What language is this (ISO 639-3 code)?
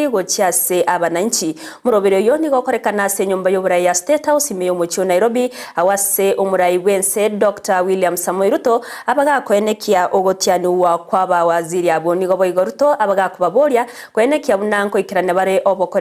guz